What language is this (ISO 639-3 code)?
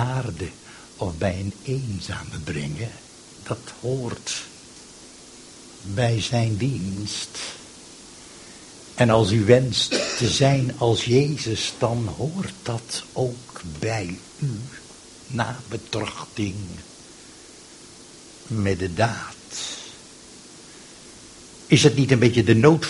nld